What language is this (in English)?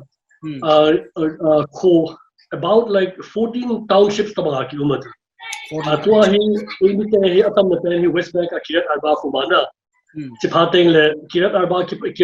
Paite Chin